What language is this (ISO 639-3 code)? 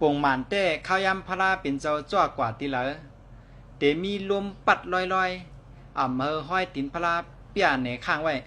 shn